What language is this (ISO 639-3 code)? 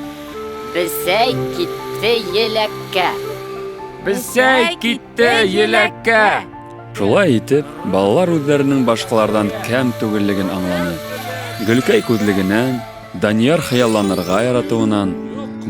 bak